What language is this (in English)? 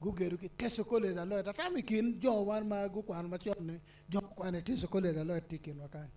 Acoli